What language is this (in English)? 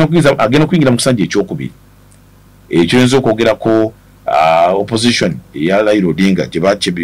Ganda